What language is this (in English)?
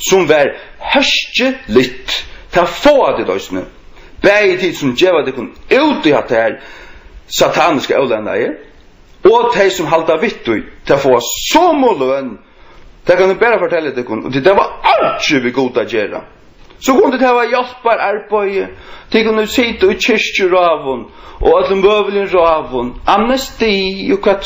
Faroese